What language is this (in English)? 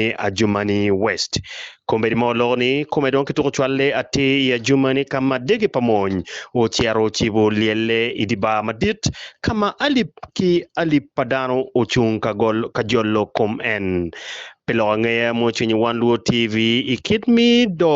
Acoli